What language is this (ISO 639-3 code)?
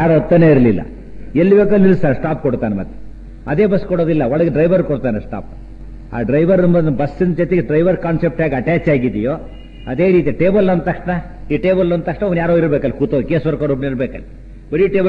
kan